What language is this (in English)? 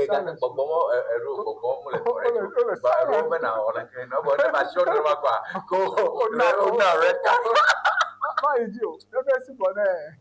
Ewe